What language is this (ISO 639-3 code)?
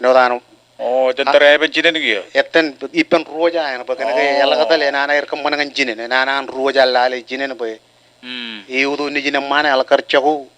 mah